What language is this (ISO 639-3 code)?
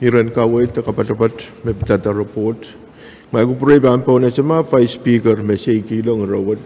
pon